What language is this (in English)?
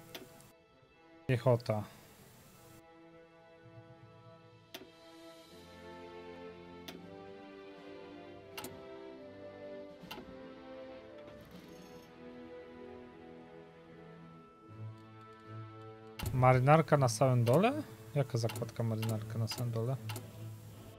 Polish